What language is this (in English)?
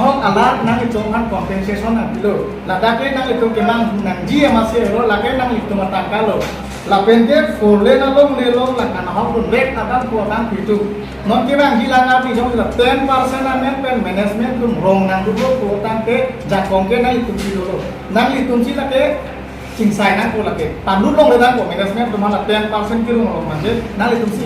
Karbi